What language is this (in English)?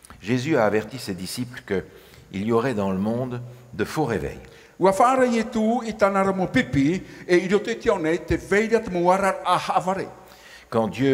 Tahitian